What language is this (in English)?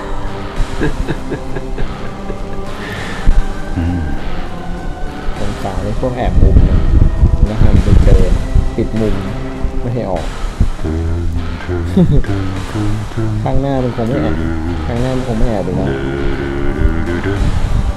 Thai